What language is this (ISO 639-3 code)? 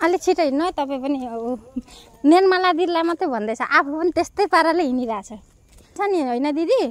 nep